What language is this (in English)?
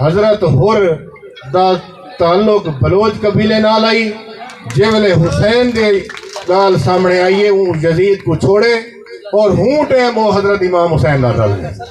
Saraiki